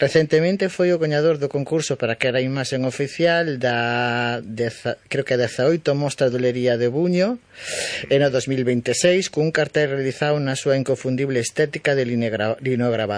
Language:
Galician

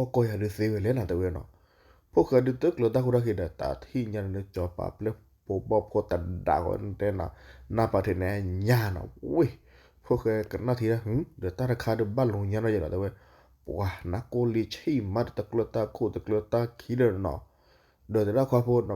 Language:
S'gaw Karen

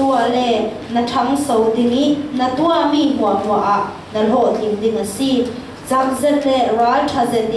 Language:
Falam Chin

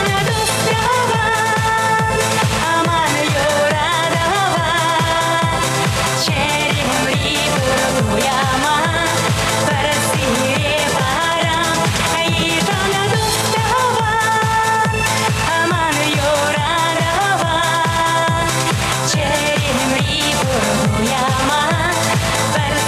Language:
Chuvash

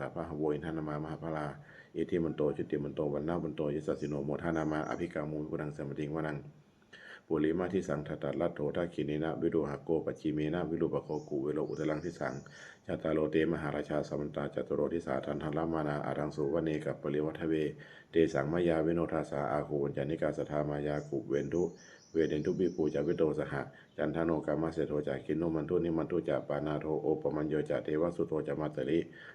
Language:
Pali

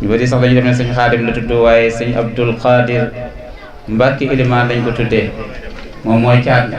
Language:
Wolof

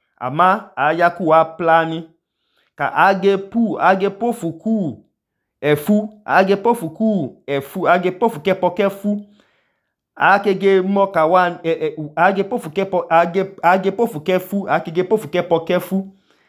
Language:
Idoma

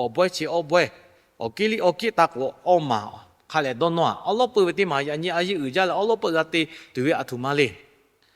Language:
Lahu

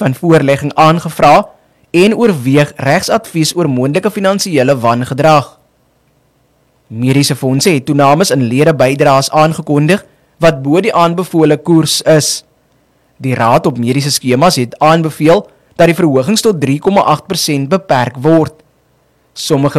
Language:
Afrikaans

